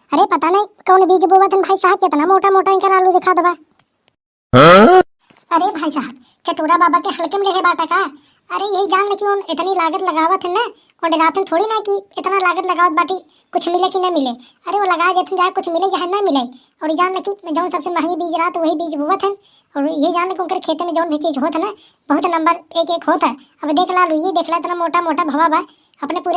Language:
Awadhi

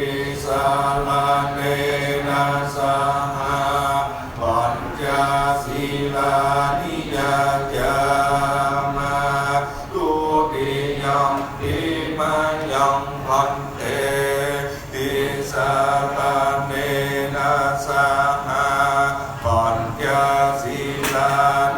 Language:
Pali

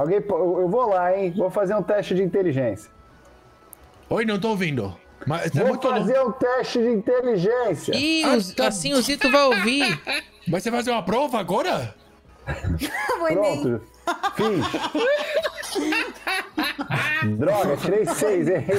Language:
Portuguese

